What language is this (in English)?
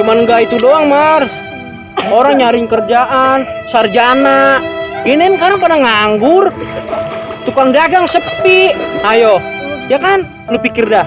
Betawi